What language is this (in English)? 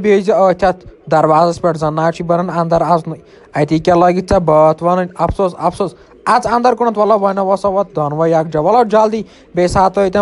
Kashmiri